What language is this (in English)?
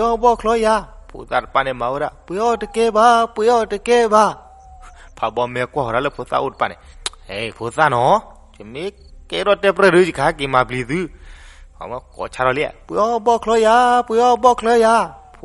S'gaw Karen